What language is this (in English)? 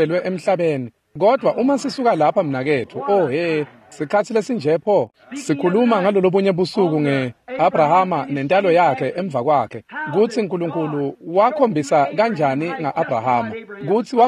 Swati